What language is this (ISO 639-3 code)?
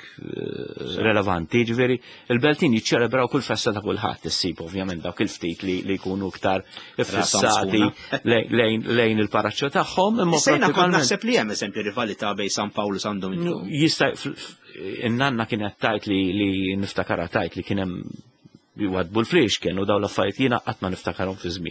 mlt